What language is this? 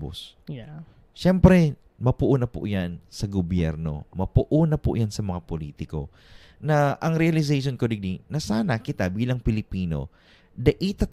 Bikol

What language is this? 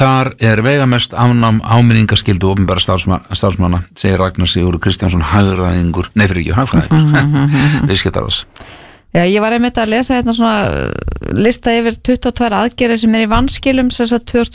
Icelandic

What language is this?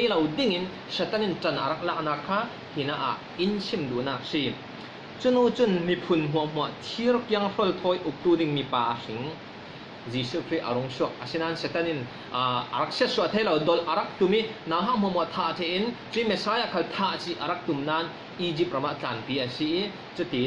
Falam Chin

